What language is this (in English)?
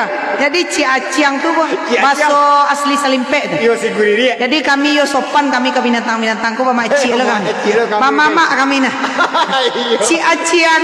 Minangkabau